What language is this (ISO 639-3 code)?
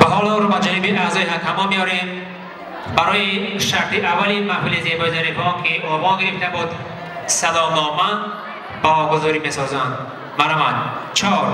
tgk